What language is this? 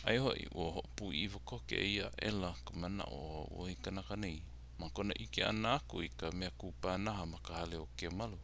Hawaiian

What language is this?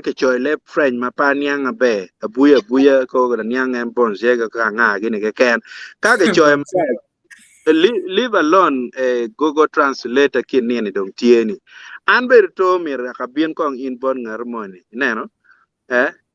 Acoli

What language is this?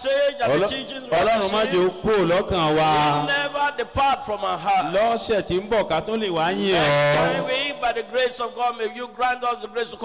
Yoruba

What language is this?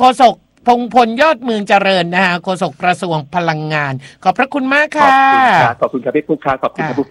Thai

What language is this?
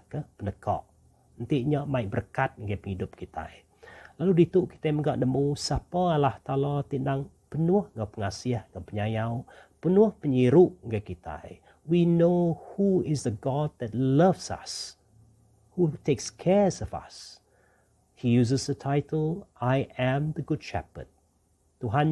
Iban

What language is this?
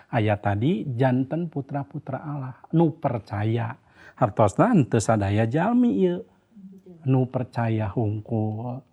Sundanese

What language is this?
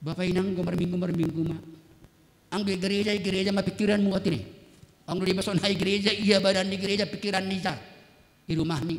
Batak Simalungun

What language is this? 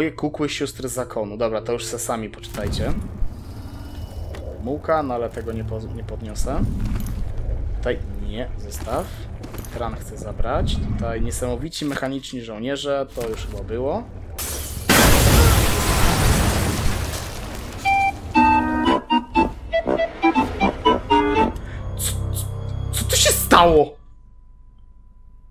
Polish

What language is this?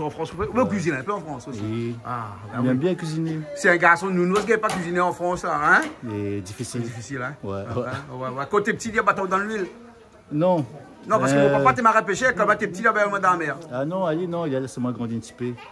Réunion Creole French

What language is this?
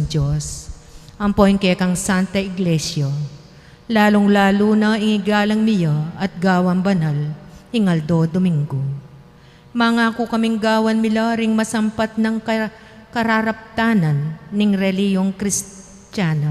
Pampanga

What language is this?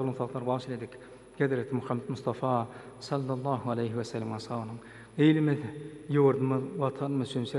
Turkmen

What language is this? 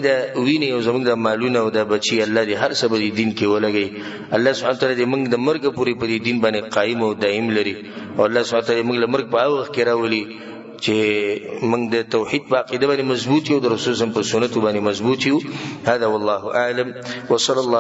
Pashto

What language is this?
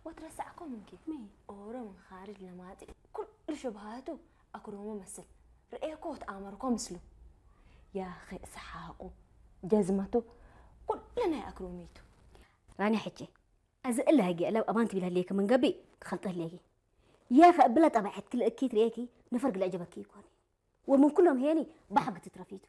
Tigre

